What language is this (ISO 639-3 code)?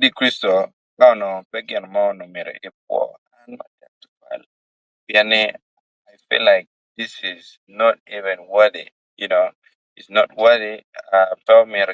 ach